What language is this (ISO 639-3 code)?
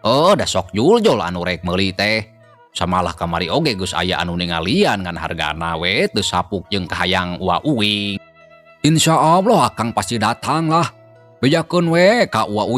sun